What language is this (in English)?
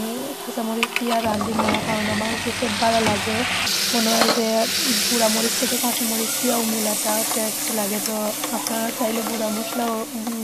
Sylheti